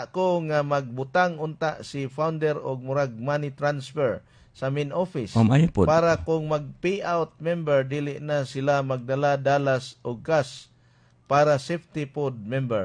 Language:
Cebuano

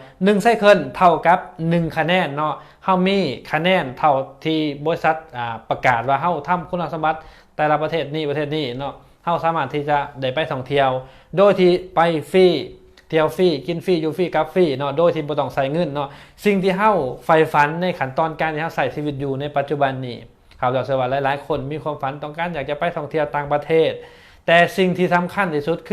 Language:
Lao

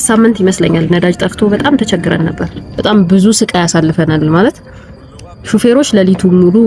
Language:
Amharic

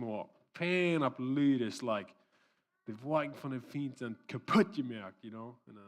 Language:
Plautdietsch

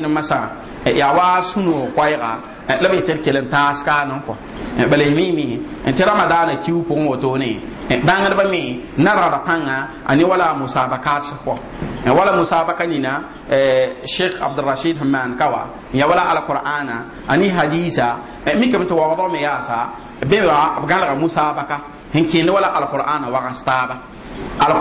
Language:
Mossi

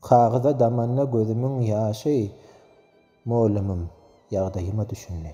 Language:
Turkmen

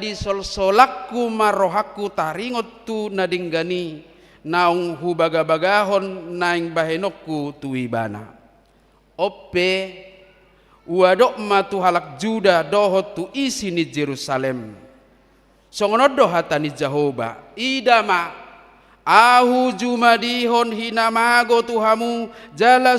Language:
Batak Toba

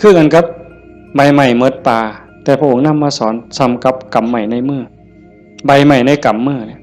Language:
Northeastern Thai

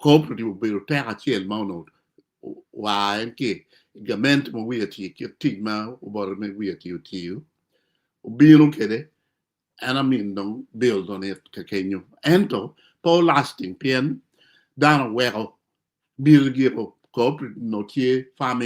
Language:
Acoli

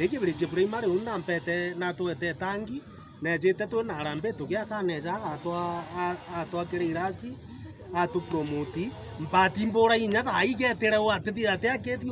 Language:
Meru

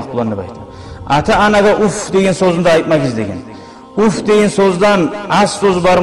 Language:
Kumyk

